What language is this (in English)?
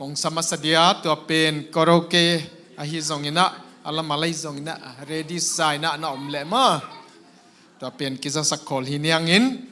Tedim Chin